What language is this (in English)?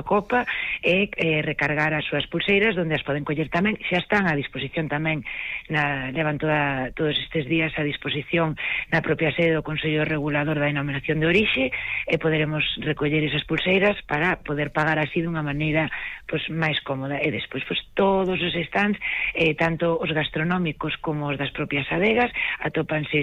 Galician